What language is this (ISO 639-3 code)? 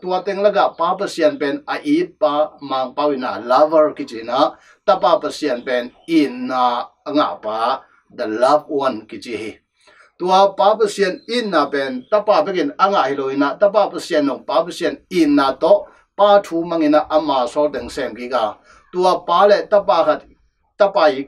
ctd